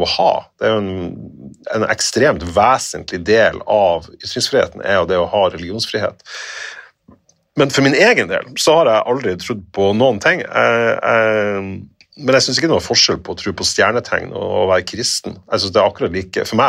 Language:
Norwegian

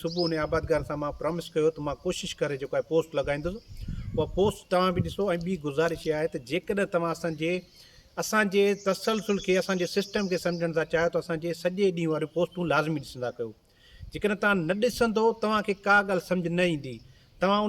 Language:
Sindhi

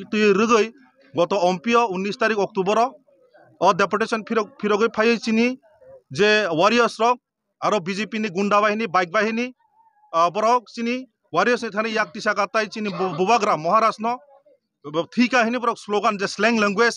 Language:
Kok Borok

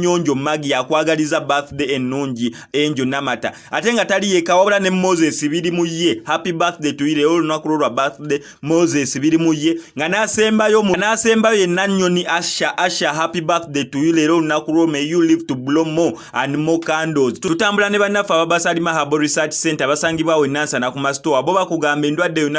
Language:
Ganda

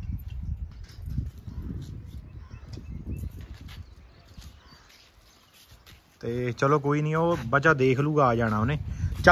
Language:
Punjabi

